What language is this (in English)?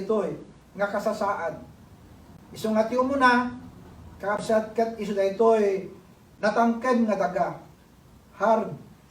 Iloko